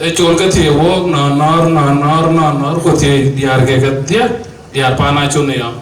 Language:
Dinka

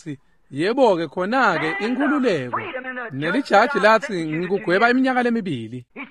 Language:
Swati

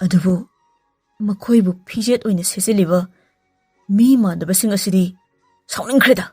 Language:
Manipuri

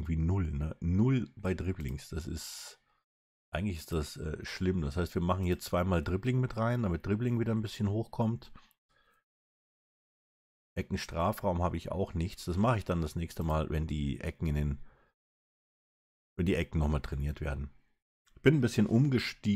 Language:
German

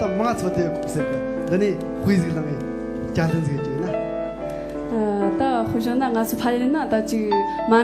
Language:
Tibetan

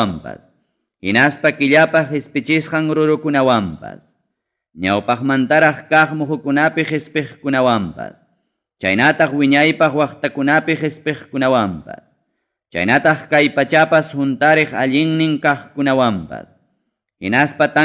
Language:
Ayacucho Quechua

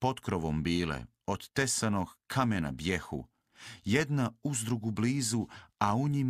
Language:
Croatian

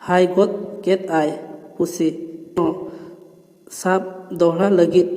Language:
Santali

